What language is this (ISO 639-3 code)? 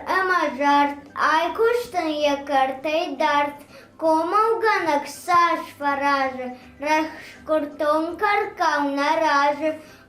oss